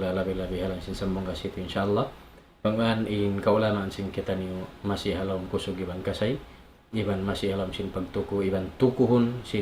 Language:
Tausug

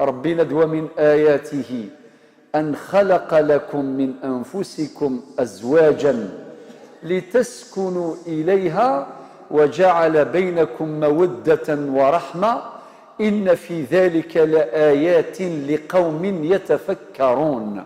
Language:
Algerian Arabic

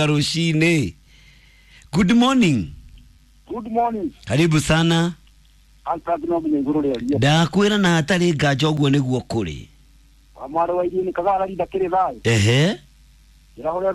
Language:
Kikuyu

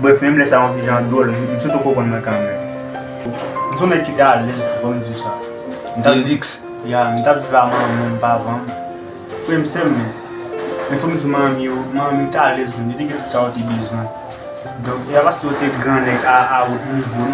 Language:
Haitian Creole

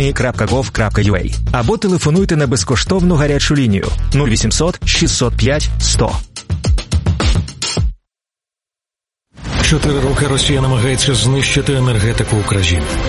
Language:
Ukrainian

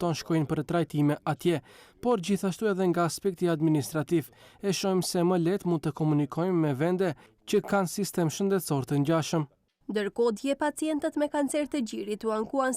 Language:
Albanian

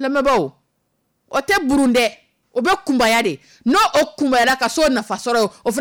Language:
Dyula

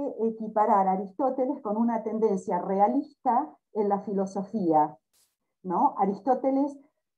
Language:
Spanish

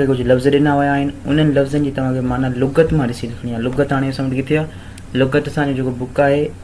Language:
Sindhi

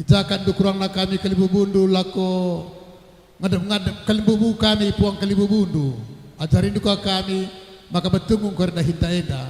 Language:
Batak Karo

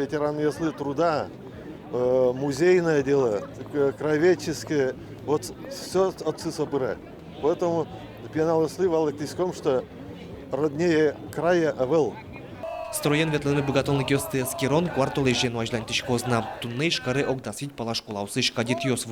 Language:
Udmurt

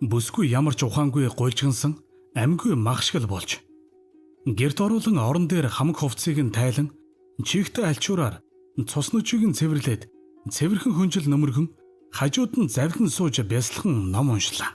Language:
Mongolian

